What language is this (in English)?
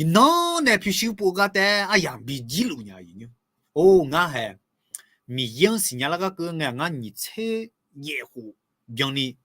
Akha